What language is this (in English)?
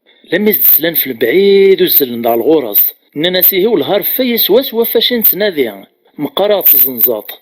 Kabyle